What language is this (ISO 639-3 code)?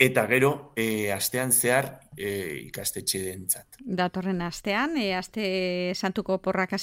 eus